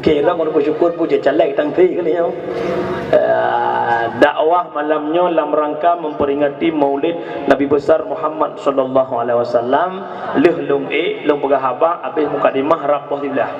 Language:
Achinese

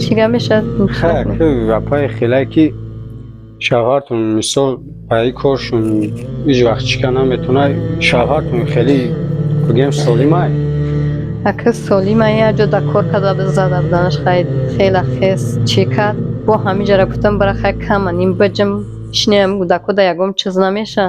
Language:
Tajik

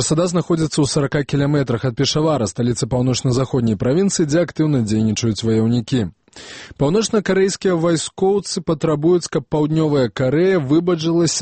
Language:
Belarusian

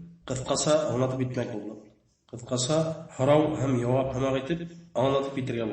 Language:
Bashkir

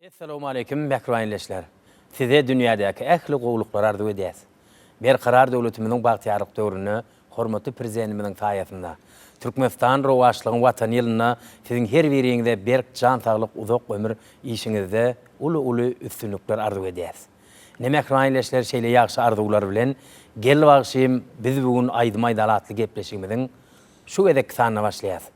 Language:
Turkmen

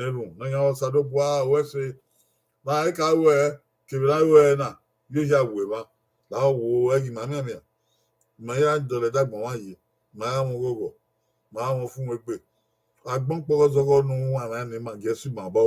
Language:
Bini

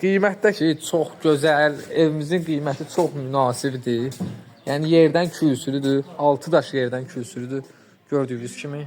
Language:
Azerbaijani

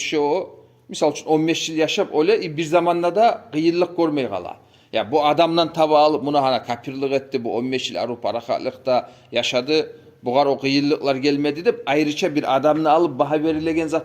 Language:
Kumyk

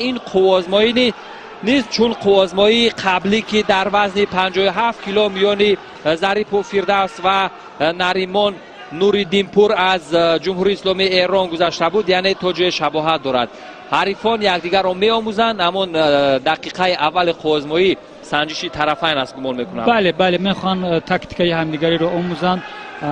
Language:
Tajik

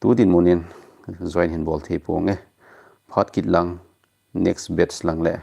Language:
Thado Chin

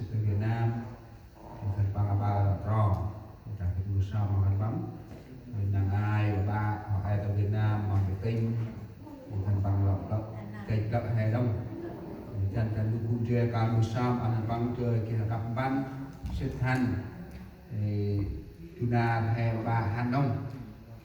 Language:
Central Mnong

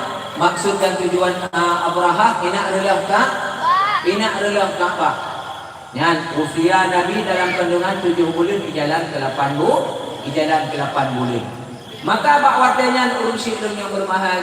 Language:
Achinese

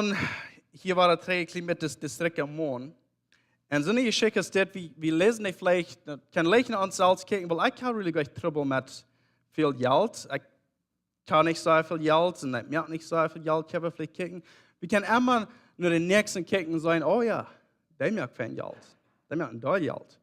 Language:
Plautdietsch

